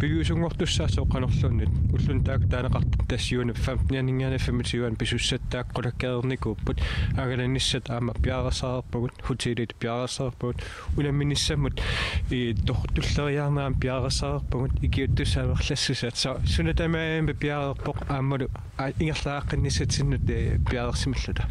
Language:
Kalaallisut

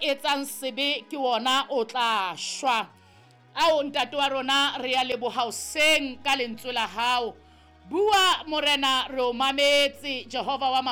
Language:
Southern Sotho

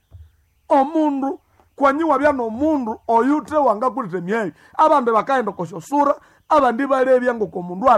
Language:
Nande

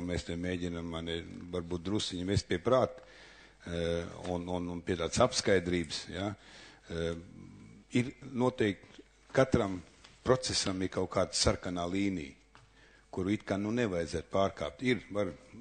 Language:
Latvian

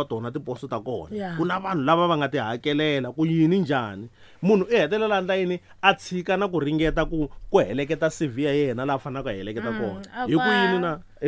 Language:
Tsonga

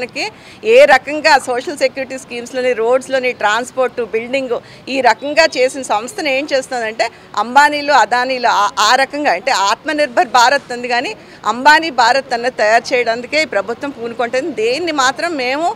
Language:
Telugu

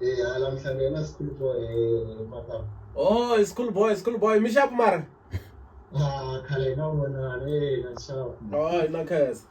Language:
Tsonga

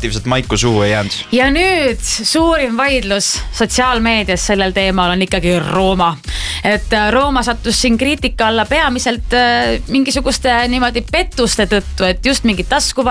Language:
Estonian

